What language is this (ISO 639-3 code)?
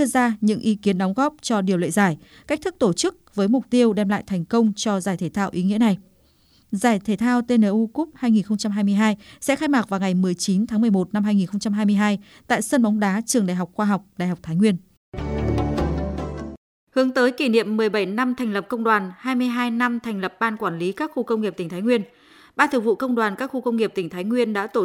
vie